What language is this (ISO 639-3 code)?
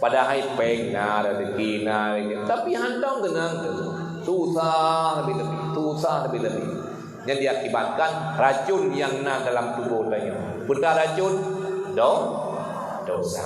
ace